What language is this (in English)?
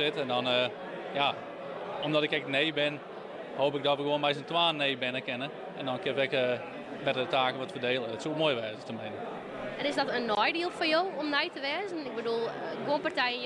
Western Frisian